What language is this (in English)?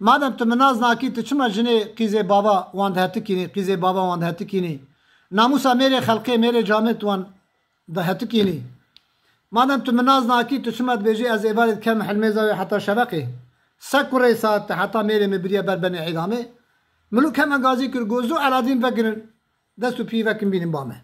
Kurdish